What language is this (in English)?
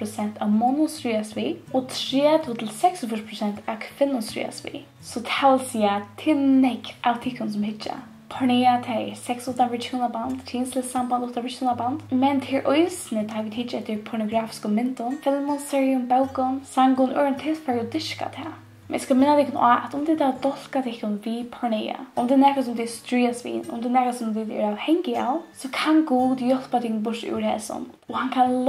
Faroese